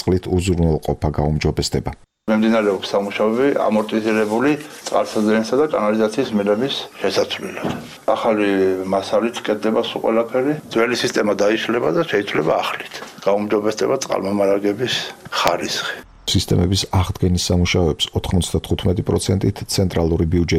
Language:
Georgian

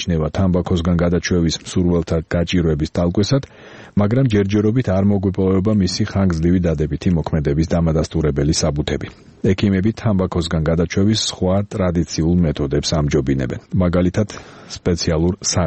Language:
Georgian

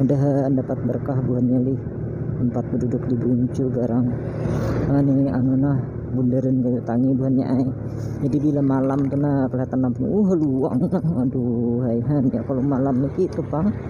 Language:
Banjar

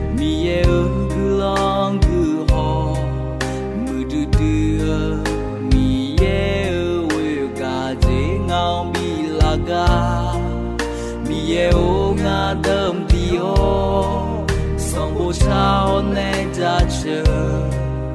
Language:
Akha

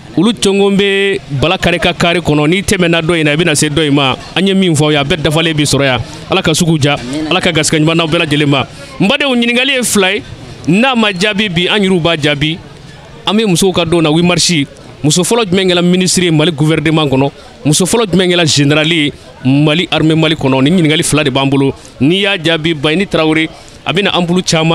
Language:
Bambara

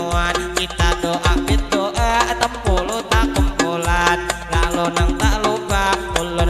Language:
Banjar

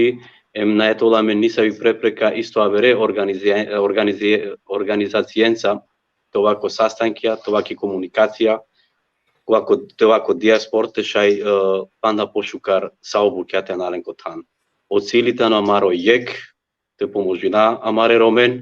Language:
Balkan Romani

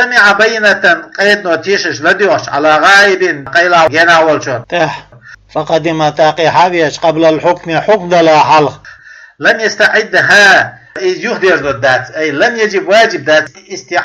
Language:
Chechen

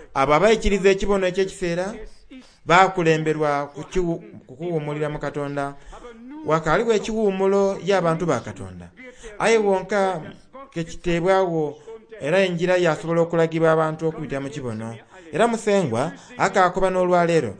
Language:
Soga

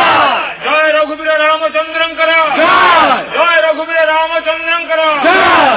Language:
Odia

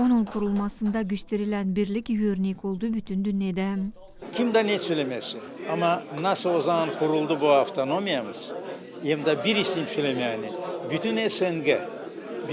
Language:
Gagauz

